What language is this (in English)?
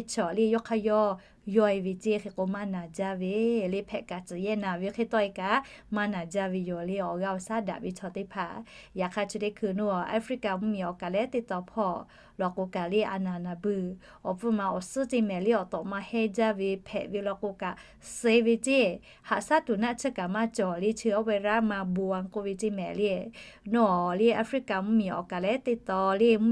Lahu